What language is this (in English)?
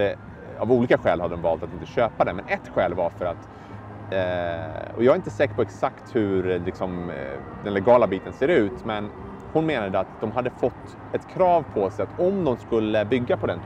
Swedish